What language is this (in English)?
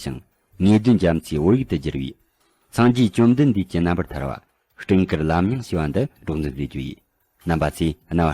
Tibetan